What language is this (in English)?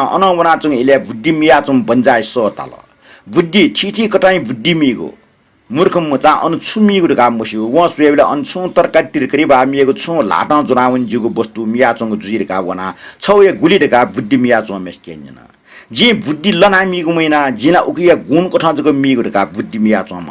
Newari